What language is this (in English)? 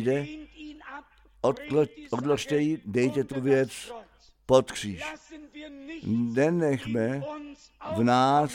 Czech